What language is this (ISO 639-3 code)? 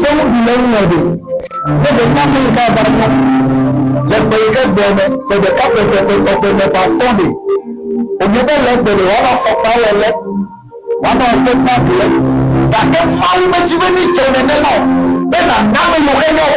ewe